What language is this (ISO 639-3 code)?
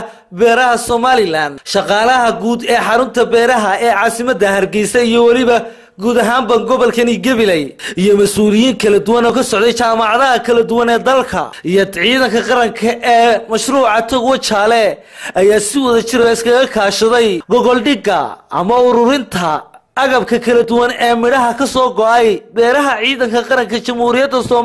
som